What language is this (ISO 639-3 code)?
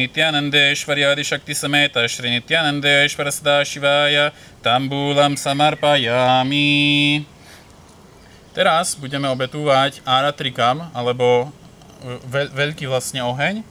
slk